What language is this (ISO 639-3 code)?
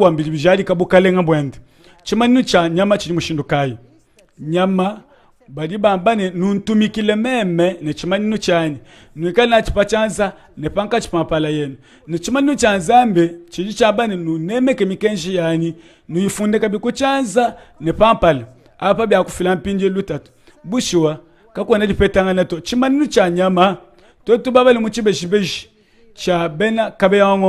lua